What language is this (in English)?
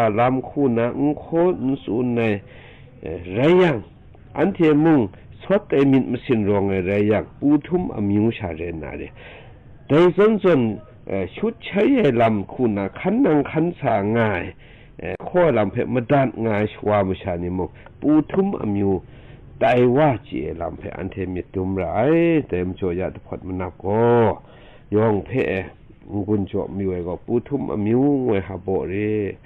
Kachin